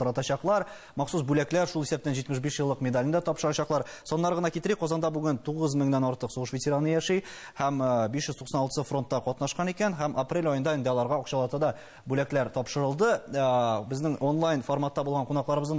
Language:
Tatar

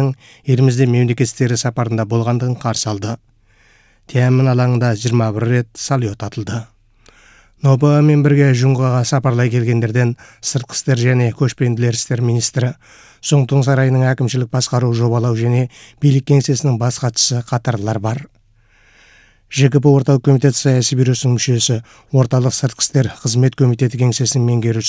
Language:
Kazakh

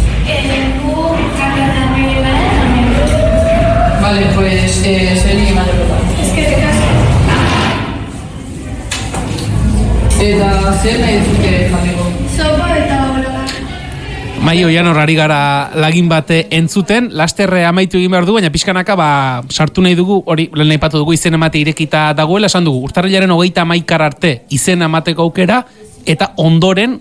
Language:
Basque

